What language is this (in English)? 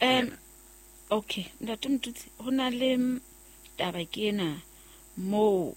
Southern Sotho